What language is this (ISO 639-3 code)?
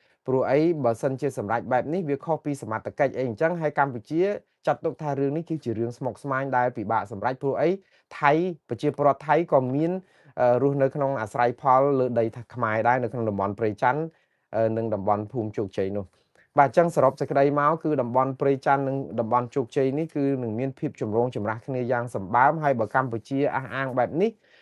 khm